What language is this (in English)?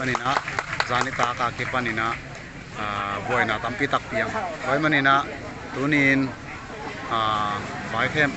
Paite Chin